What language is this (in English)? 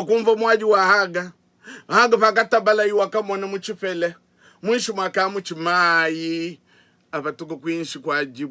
Luba-Lulua